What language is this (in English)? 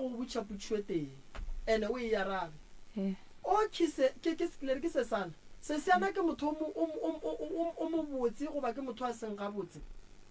Northern Sotho